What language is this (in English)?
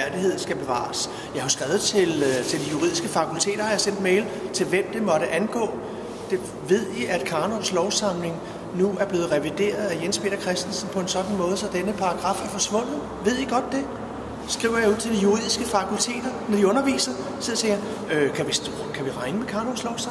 Danish